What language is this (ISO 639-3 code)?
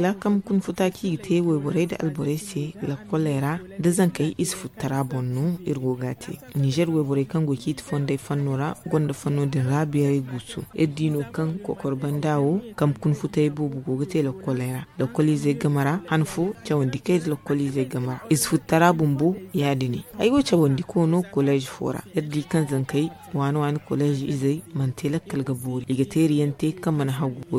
dje